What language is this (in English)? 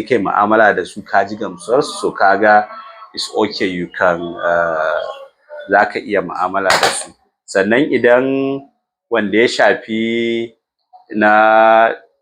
Hausa